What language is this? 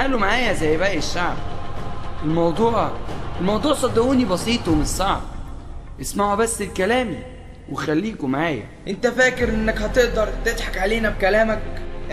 Egyptian Arabic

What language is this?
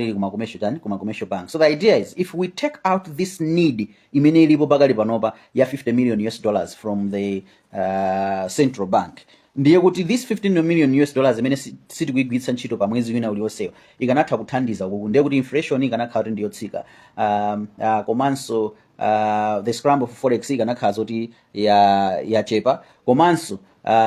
Nyanja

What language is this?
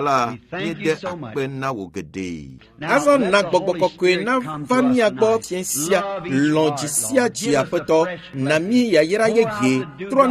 Ewe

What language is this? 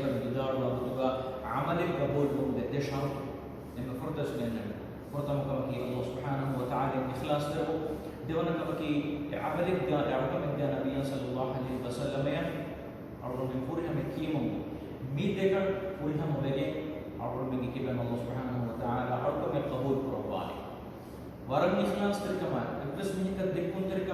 Divehi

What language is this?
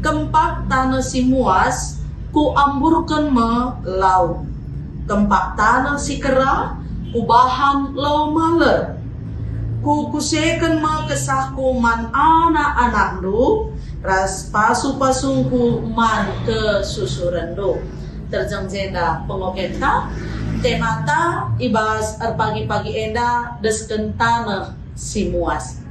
Batak Karo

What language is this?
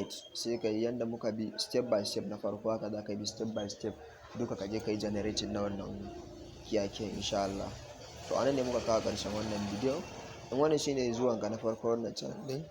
Hausa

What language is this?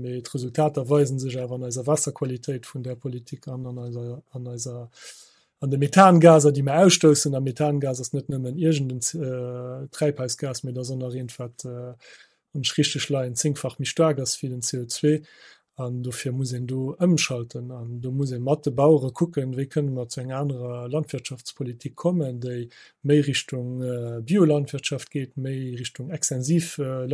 Luxembourgish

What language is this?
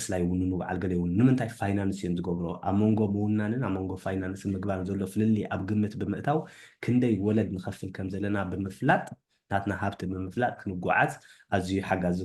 Tigrinya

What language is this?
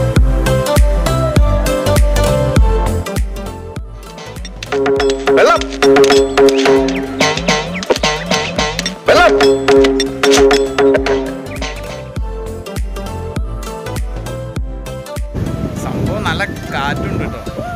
Malayalam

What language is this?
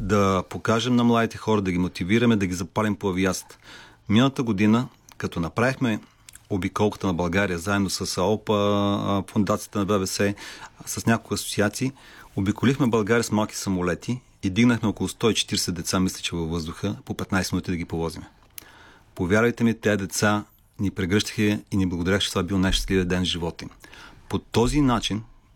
Bulgarian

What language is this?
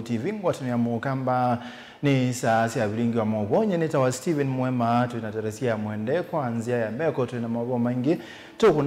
Kamba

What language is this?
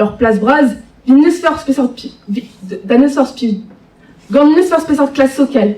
Breton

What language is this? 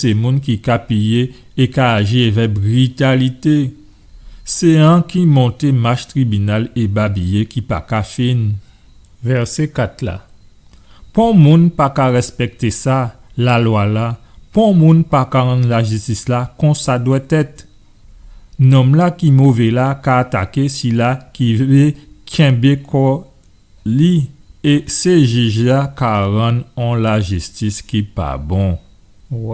Guadeloupean Creole French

